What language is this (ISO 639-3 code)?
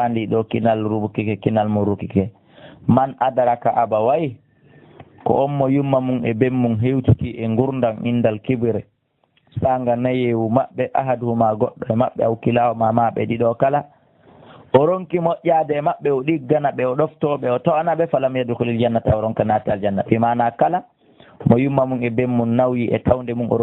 ful